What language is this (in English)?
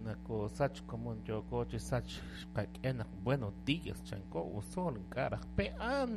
Kekchí